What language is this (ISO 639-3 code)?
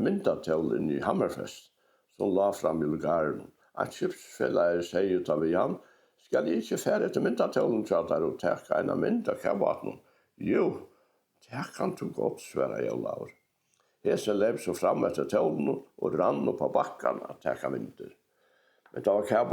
fao